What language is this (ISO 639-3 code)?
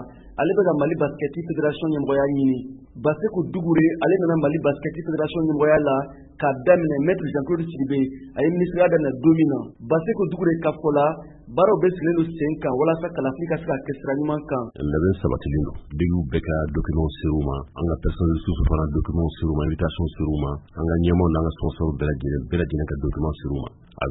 bam